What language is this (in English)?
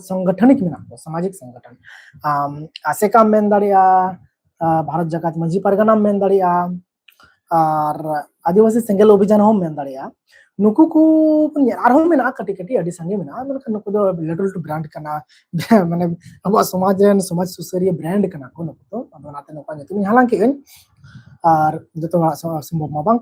Santali